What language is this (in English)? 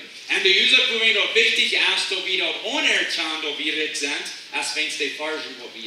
Plautdietsch